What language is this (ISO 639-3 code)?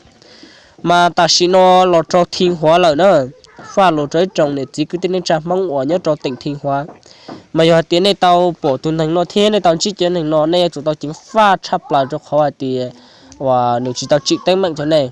hmn